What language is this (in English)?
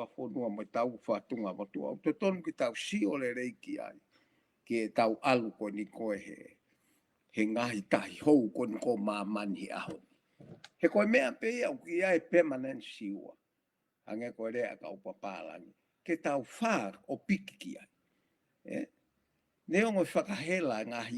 Tongan